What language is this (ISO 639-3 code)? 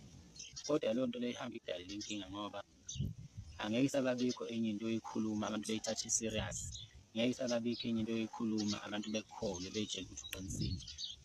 zul